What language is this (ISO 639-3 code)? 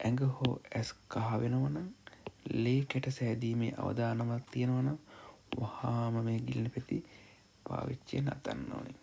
sin